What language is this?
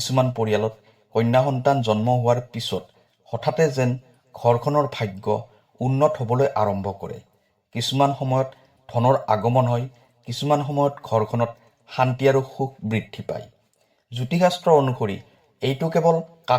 Assamese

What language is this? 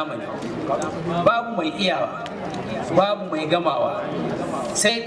Hausa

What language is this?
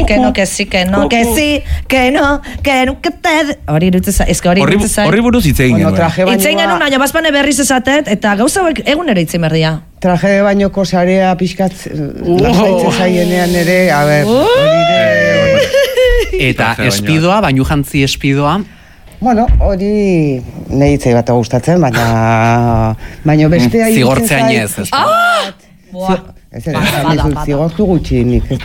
Basque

